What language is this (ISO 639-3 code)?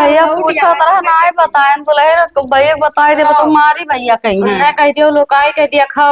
awa